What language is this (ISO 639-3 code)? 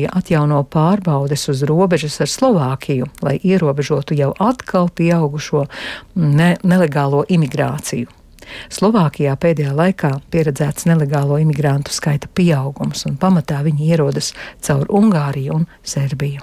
lav